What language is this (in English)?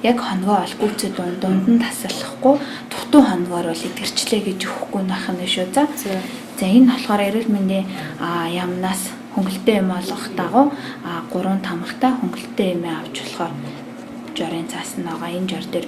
Mongolian